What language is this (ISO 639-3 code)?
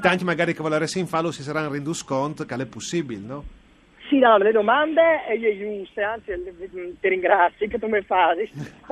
fur